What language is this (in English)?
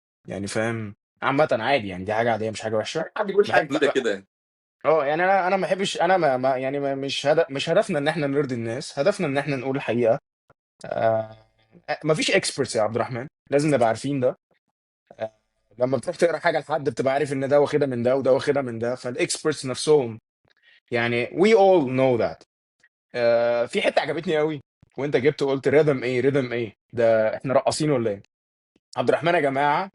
Egyptian Arabic